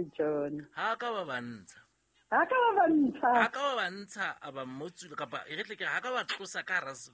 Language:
Southern Sotho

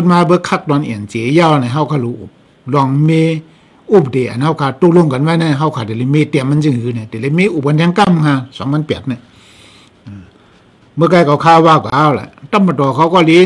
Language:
Shan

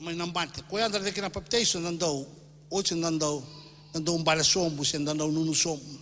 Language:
Fijian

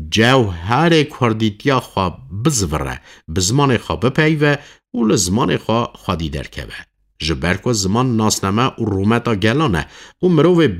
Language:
Kurdish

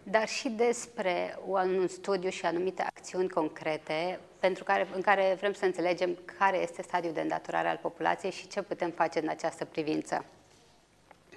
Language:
Romanian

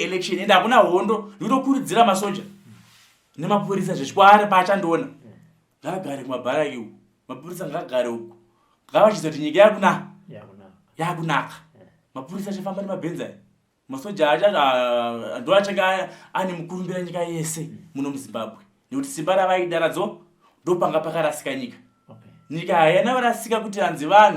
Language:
Shona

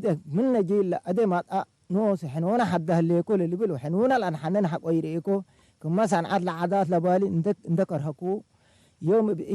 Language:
Tigre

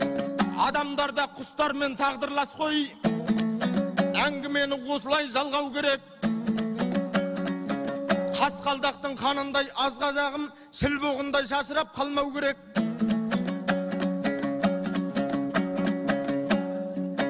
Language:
Kazakh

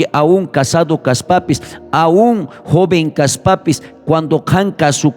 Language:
South Bolivian Quechua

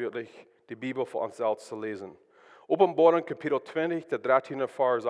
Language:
Plautdietsch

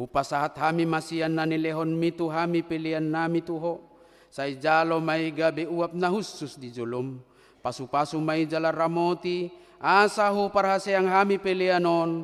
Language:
Batak Toba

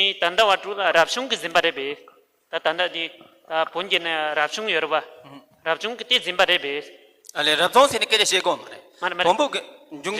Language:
Tibetan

